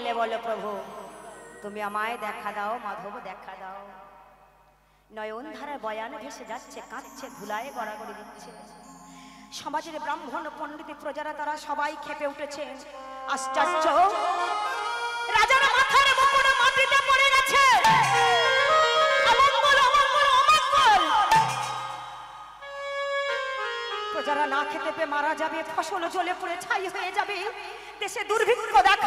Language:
Bangla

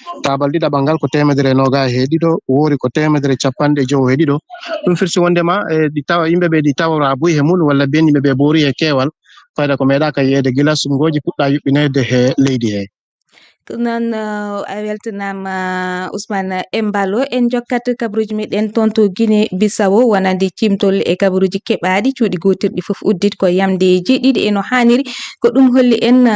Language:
Fula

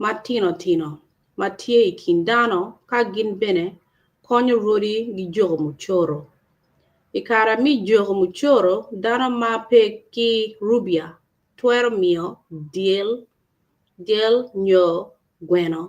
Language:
Acoli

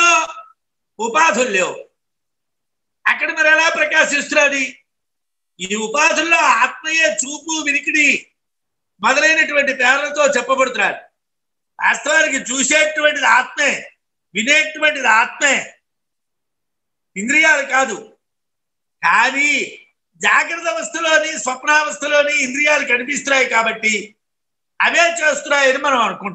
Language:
Telugu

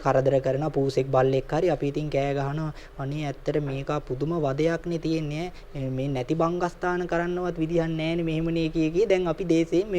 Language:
Sinhala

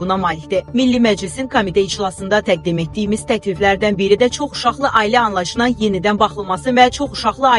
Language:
Azerbaijani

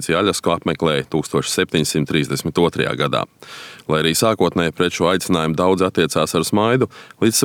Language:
Latvian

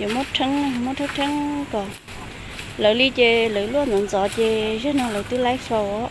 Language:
Hmong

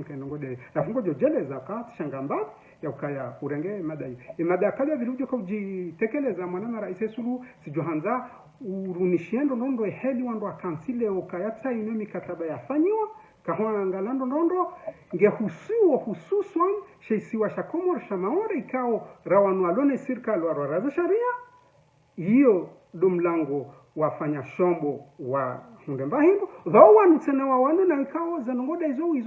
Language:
Ngazidja Comorian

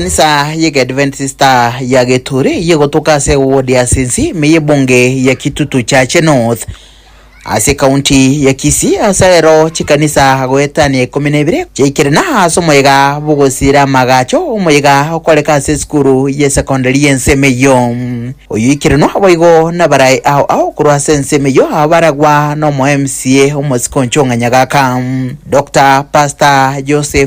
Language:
Gusii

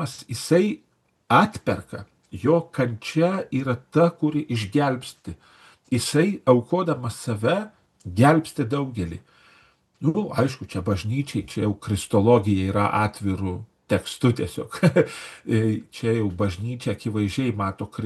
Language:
Lithuanian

